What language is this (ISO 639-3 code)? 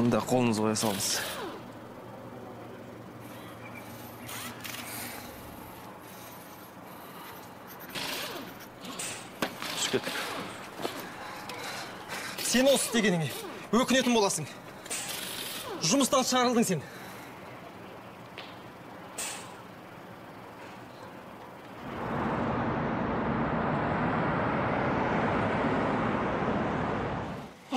kaz